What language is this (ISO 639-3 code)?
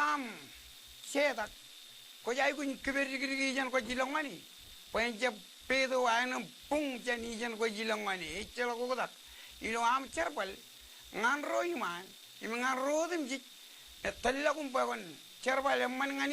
mah